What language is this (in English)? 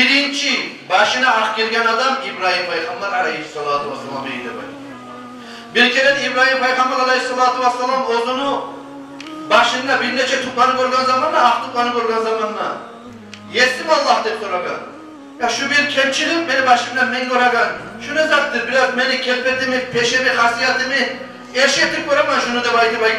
Kumyk